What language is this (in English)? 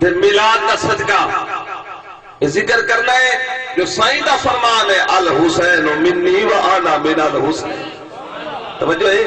Saraiki